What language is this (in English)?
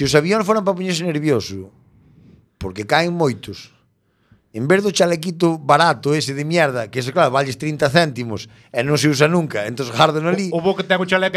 Galician